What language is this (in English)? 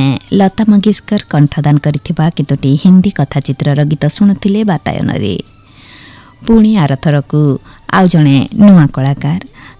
Odia